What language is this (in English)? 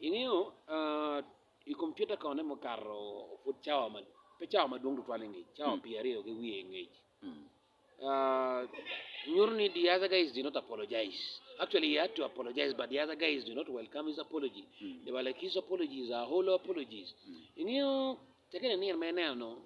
Acoli